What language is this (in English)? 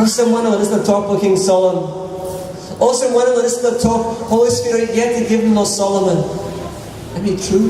Tok Pisin